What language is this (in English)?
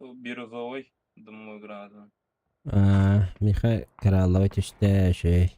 Yakut